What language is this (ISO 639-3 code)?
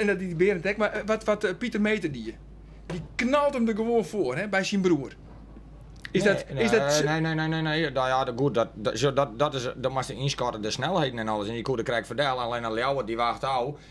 fry